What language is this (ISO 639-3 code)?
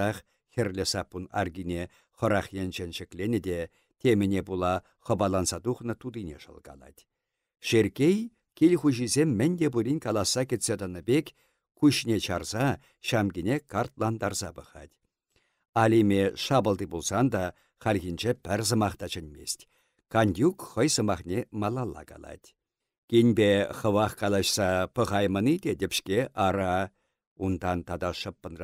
chv